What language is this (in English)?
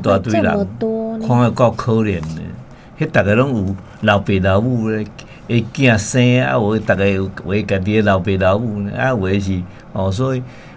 Min Nan Chinese